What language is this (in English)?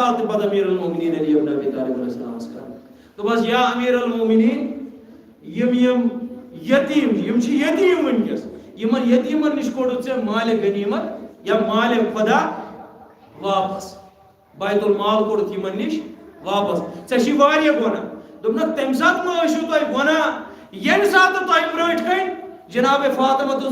Kashmiri